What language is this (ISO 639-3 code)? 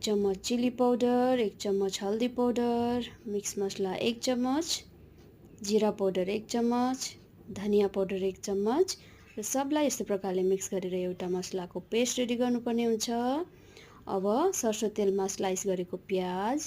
nep